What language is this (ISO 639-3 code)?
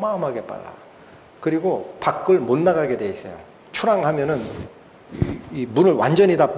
kor